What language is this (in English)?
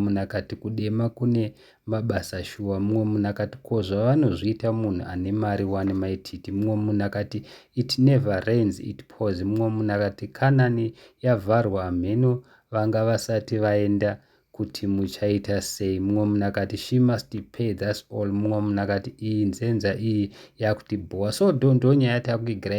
Shona